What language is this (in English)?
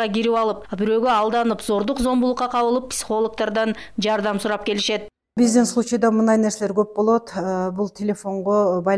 Kyrgyz